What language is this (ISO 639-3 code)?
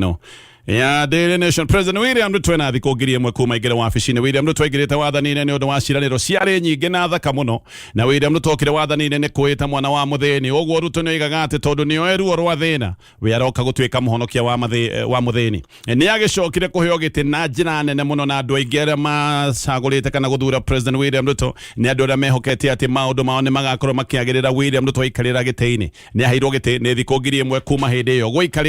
kik